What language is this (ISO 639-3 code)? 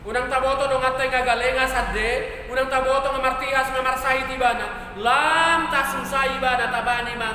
bbc